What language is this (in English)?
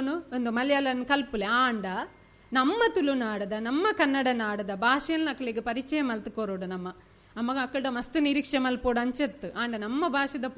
Tulu